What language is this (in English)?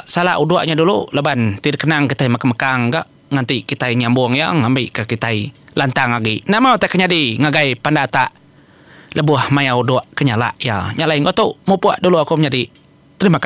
Iban